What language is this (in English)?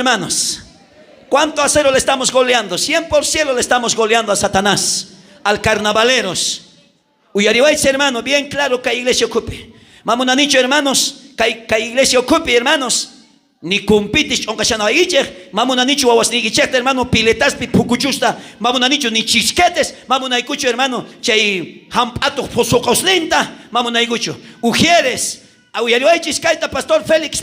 South Bolivian Quechua